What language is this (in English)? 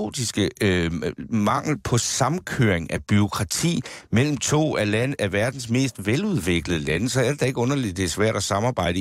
Danish